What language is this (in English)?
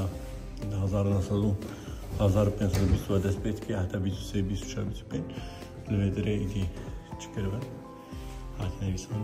Kurdish